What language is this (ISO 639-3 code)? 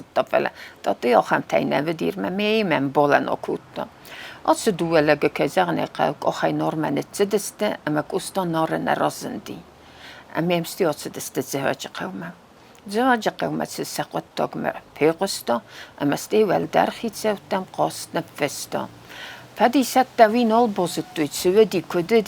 oss